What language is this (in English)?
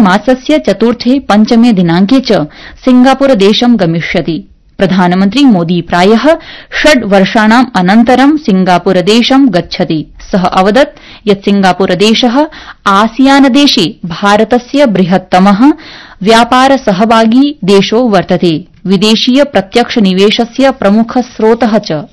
Sanskrit